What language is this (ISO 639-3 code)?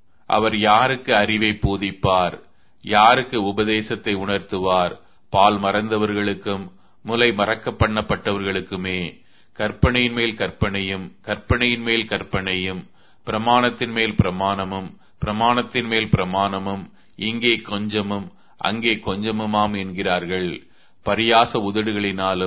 tam